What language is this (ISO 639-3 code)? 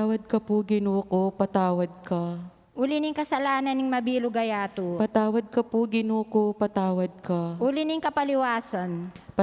pam